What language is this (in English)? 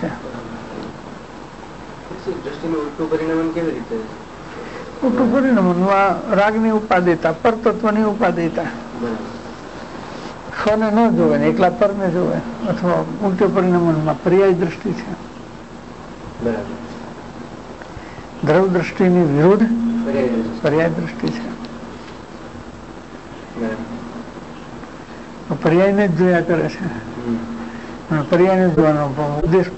Gujarati